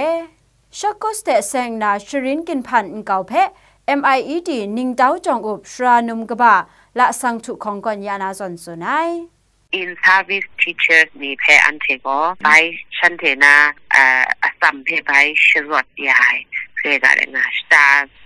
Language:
Kachin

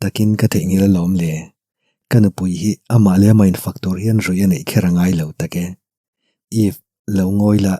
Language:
Mizo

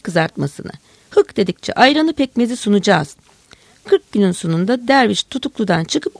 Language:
Turkish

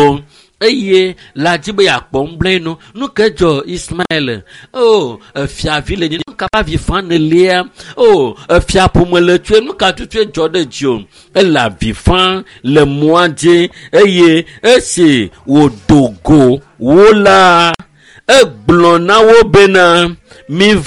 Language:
Ewe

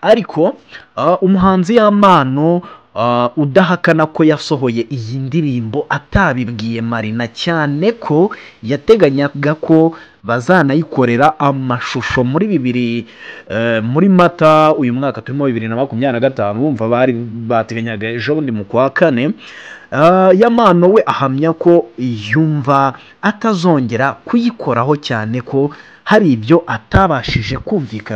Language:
Kinyarwanda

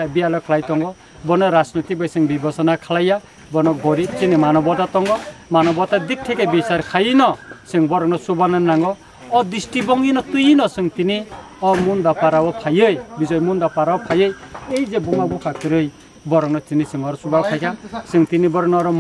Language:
Kok Borok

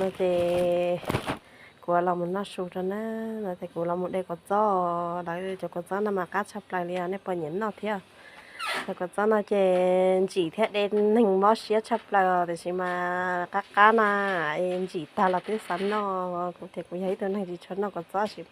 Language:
Hmong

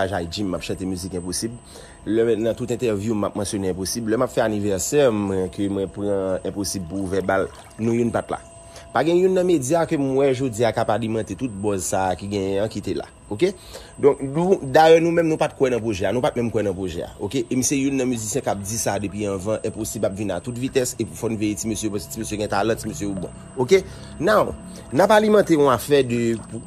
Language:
Haitian Creole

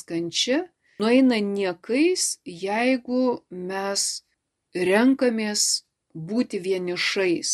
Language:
Lithuanian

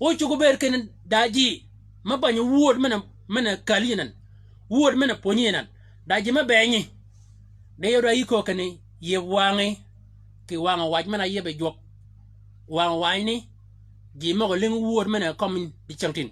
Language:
Shilluk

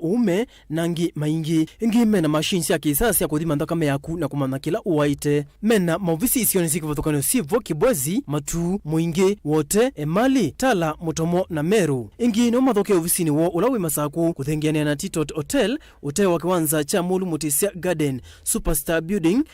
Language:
Kamba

